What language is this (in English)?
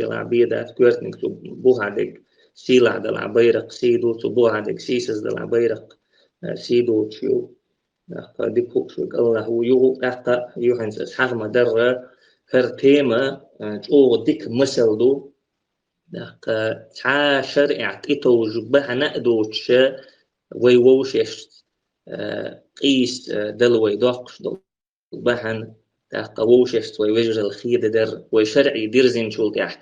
Chechen